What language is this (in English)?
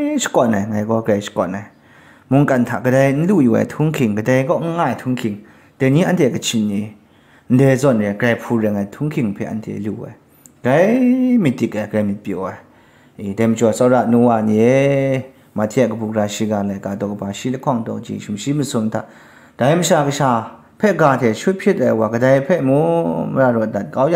Kachin